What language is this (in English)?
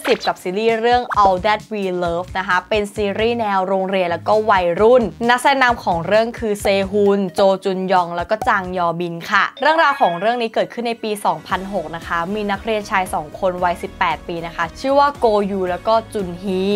Thai